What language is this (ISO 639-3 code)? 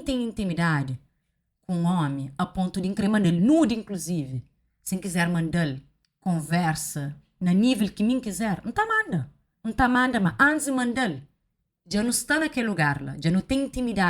kea